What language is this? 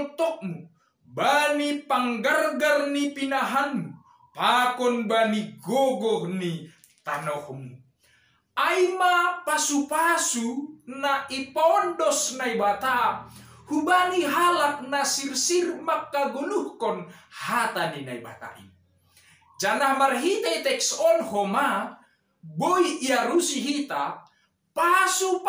Batak Simalungun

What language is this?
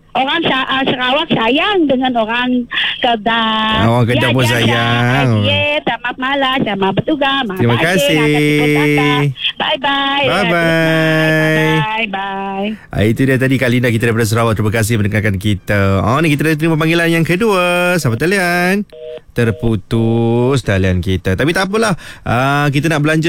Malay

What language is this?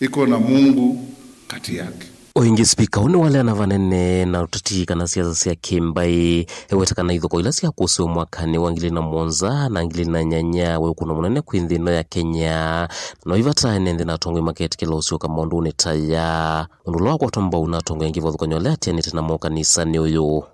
Kamba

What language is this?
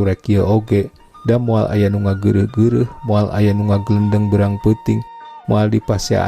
Sundanese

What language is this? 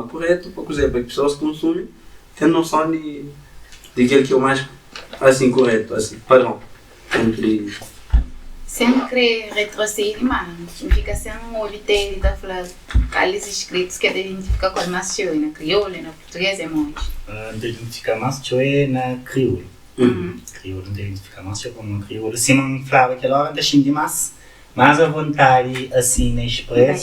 Kabuverdianu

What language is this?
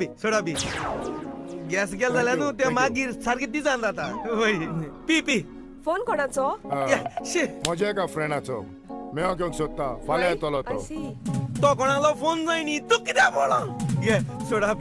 Konkani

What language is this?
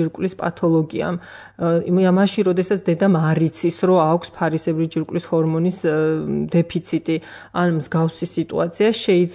Georgian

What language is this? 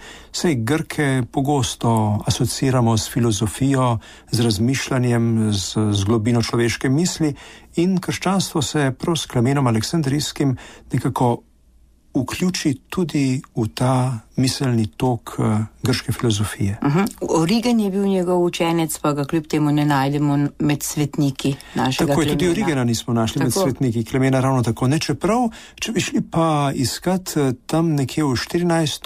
Slovenian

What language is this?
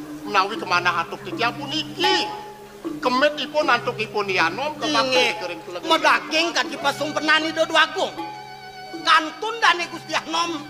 Balinese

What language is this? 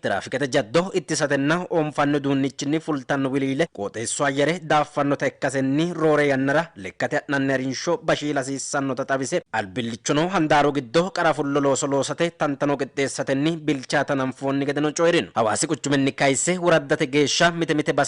Sidamo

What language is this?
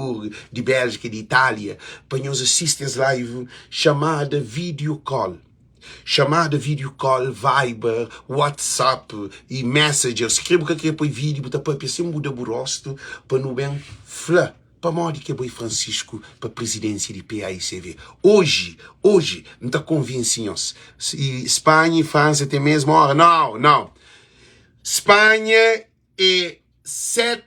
Kabuverdianu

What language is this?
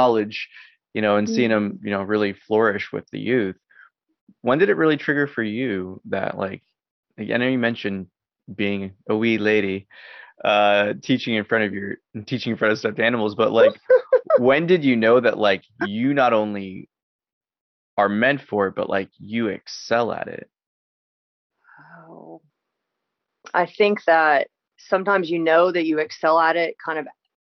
English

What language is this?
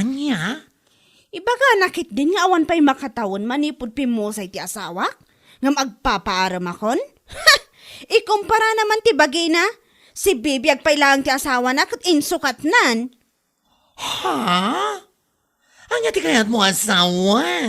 Iloko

